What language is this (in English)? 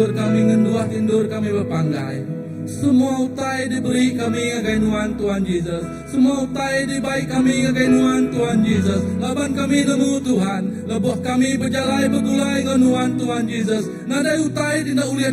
Iban